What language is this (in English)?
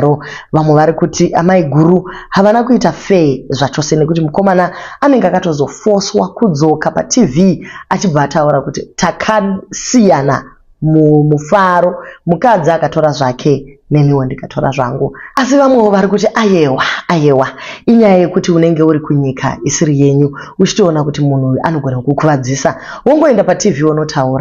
Shona